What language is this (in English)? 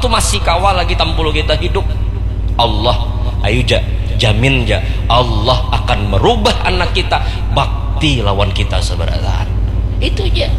Banjar